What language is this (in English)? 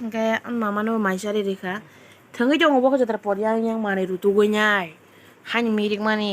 Kok Borok